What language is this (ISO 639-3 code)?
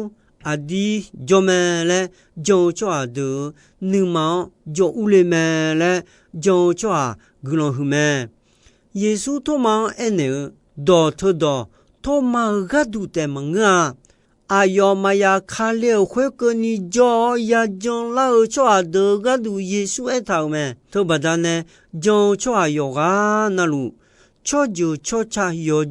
ahk